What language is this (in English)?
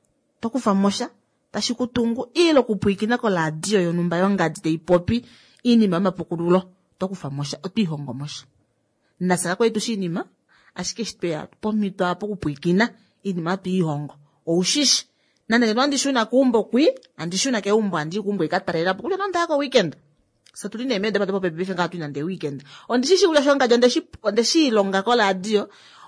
Kuanyama